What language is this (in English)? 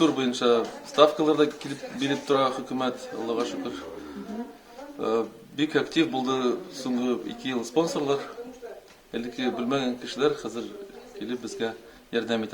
Tatar